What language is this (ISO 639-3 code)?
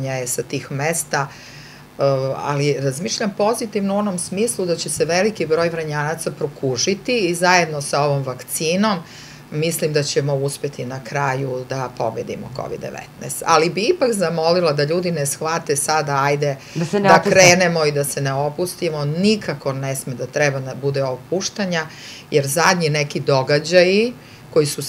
srp